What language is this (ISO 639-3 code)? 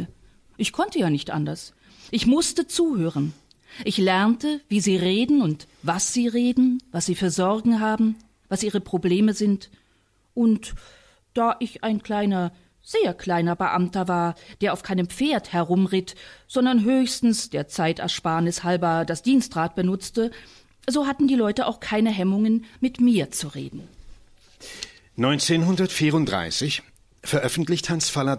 deu